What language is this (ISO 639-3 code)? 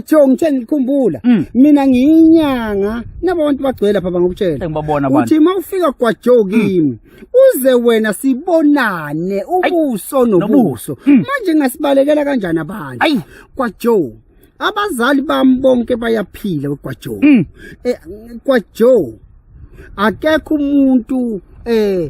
zul